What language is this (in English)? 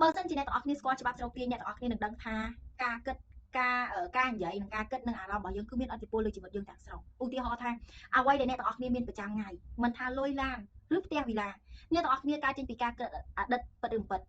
Khmer